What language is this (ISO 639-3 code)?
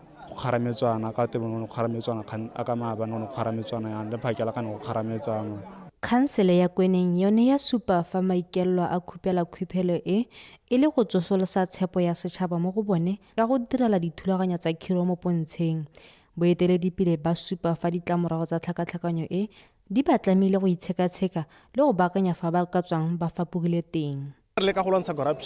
tsn